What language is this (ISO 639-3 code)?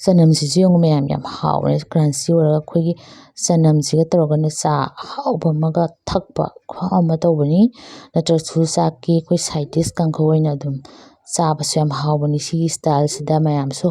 mni